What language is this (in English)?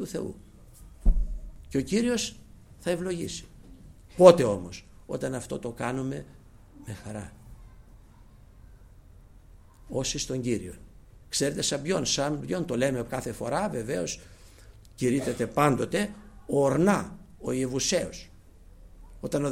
Greek